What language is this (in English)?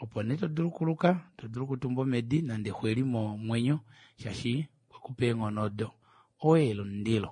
Kuanyama